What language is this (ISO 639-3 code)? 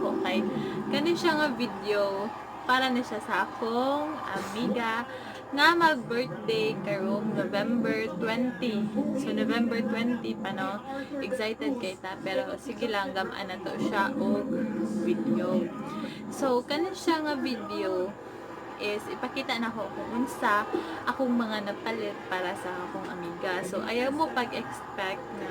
ceb